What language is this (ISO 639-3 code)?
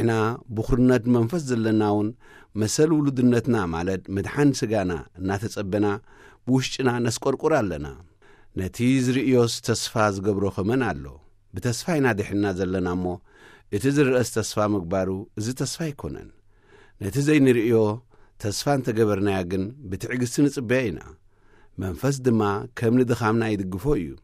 tir